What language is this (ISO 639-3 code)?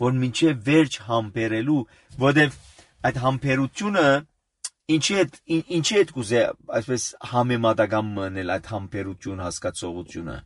hye